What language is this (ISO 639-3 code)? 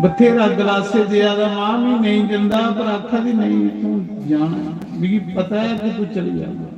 doi